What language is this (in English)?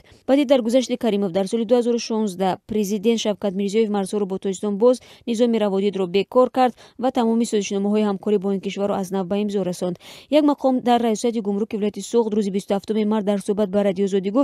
Tajik